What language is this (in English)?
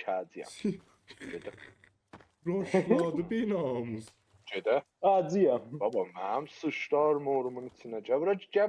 South Azerbaijani